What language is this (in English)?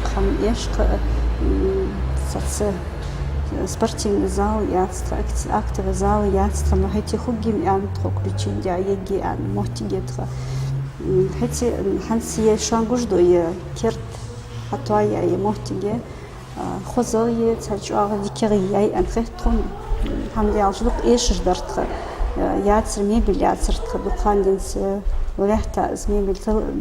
Ingush